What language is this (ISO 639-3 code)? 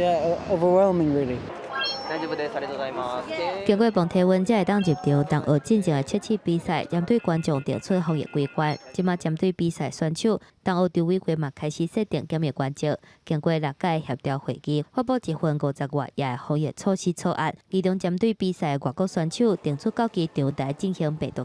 nan